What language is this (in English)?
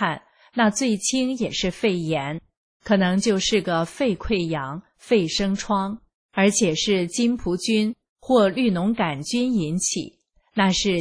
Chinese